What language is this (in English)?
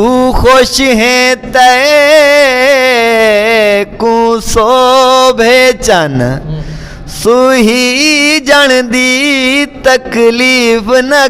Saraiki